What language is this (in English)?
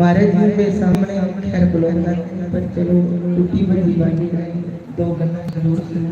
Dogri